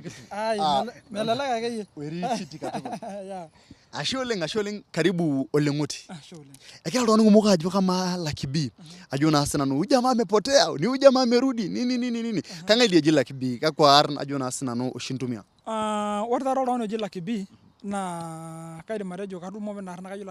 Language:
Masai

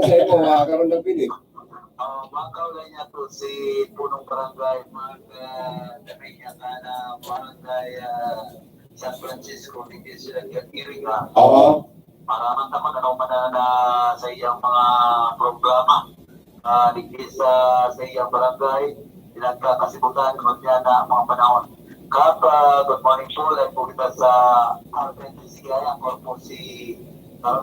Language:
Bikol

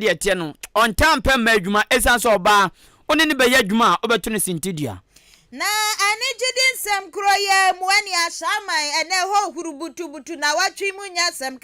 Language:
Akan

